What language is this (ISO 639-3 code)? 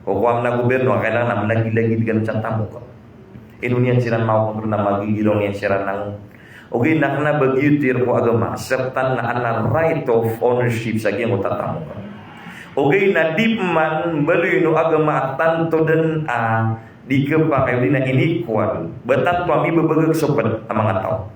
mrw